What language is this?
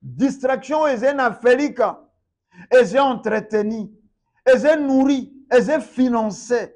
Lingala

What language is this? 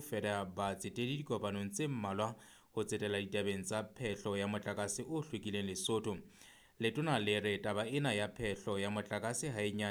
Southern Sotho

